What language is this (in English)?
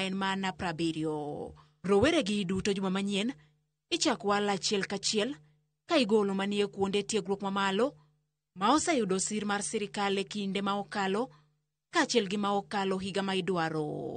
Luo (Kenya and Tanzania)